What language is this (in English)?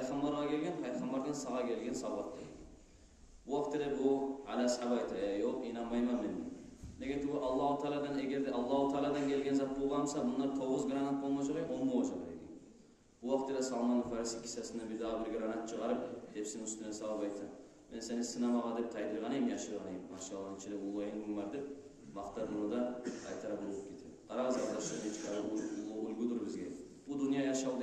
Kumyk